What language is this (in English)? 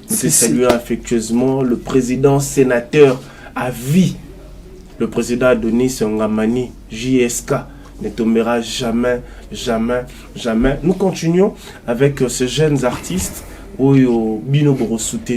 Lingala